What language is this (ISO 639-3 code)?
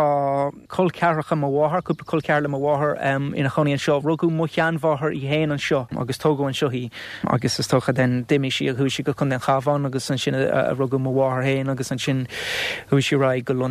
gle